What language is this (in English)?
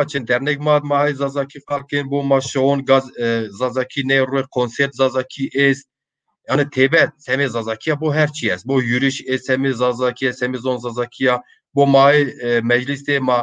Zaza